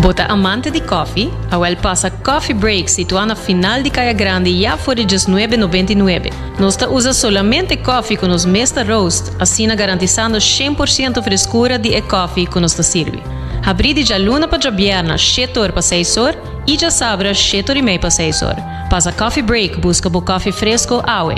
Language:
Papiamento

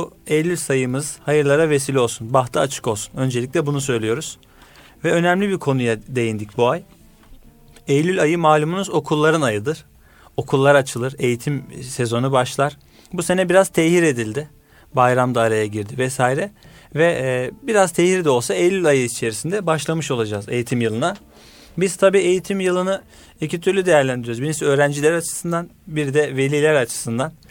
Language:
Turkish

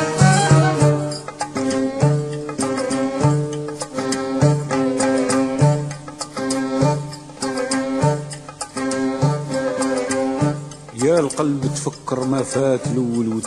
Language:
Arabic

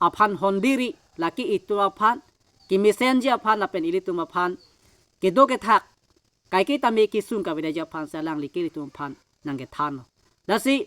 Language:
Karbi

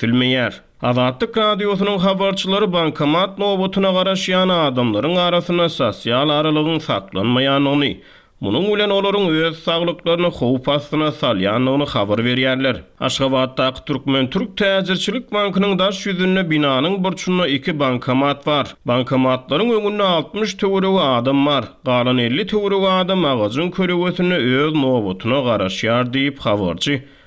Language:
Turkmen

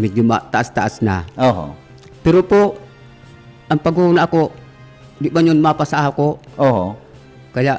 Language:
Bikol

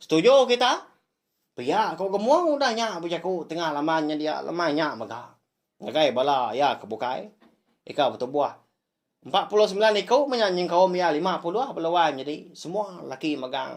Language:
Iban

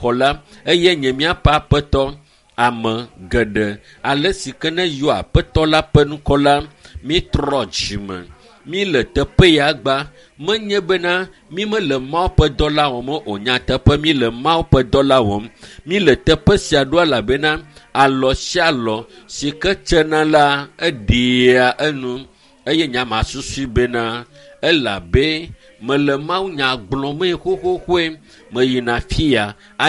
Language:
Ewe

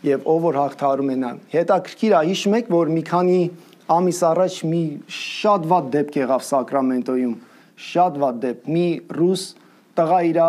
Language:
Armenian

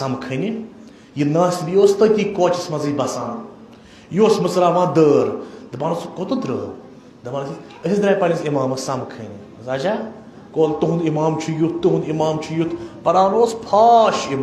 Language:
Kashmiri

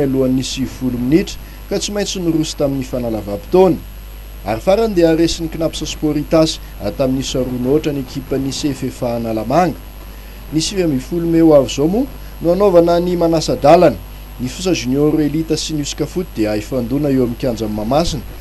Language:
Malagasy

